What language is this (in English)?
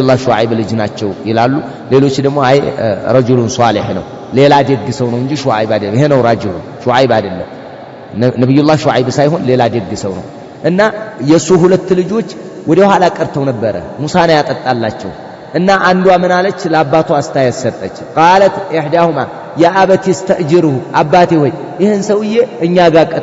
Amharic